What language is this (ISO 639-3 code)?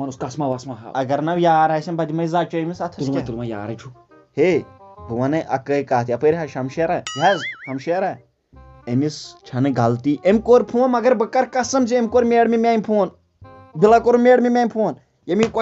kas